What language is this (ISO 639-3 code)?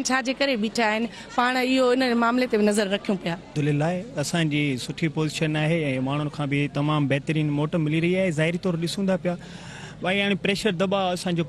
snd